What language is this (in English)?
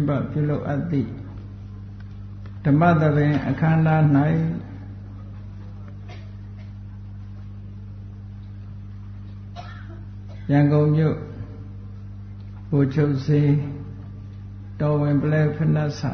Burmese